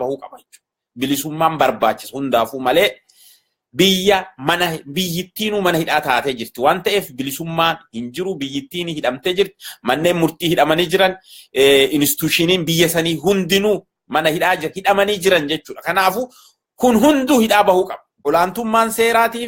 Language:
Oromo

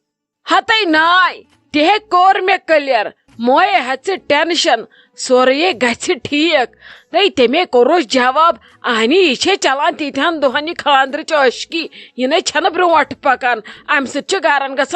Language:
Kashmiri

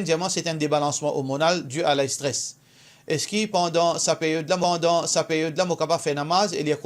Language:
Morisyen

